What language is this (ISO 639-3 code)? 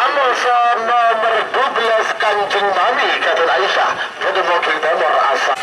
mad